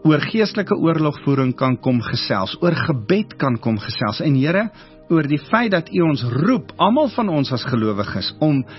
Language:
Afrikaans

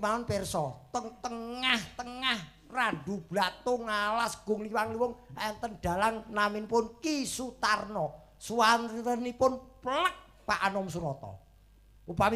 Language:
Javanese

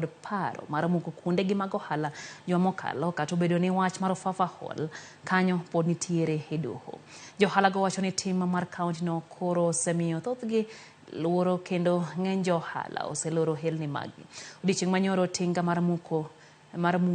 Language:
Luo (Kenya and Tanzania)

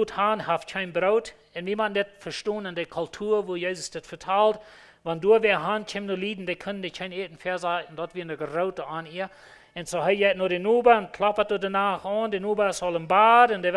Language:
Plautdietsch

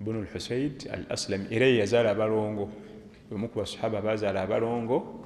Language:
Ganda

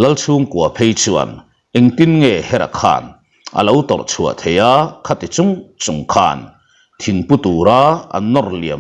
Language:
Mizo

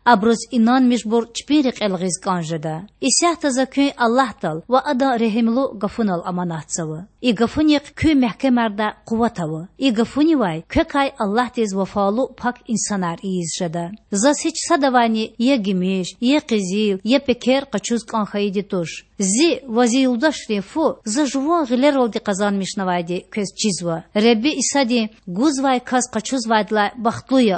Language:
Lezghian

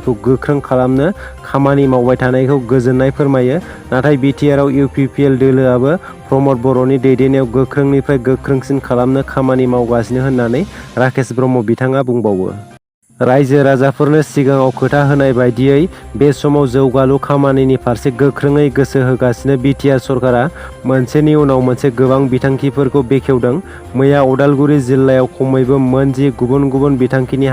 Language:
Bodo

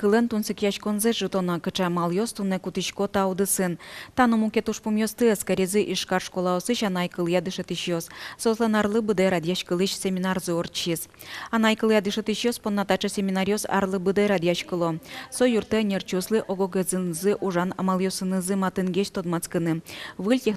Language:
Udmurt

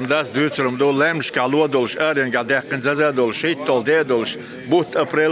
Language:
Chechen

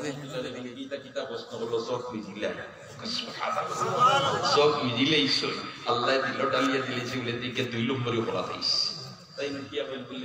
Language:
Sylheti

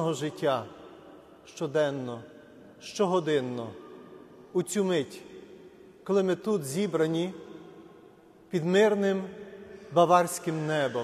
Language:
Ukrainian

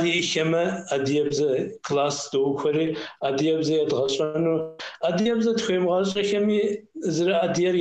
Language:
Kabardian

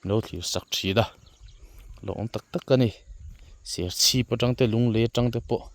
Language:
Mizo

